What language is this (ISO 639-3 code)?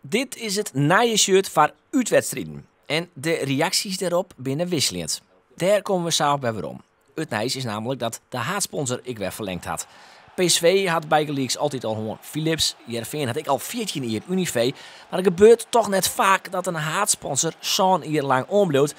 fry